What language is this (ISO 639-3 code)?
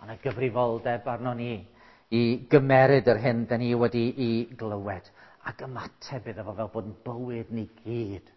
cym